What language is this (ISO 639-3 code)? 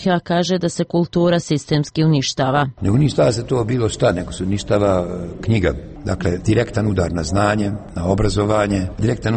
hrv